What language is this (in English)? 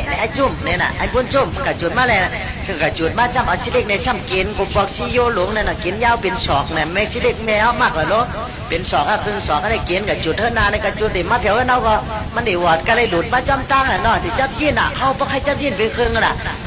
Shan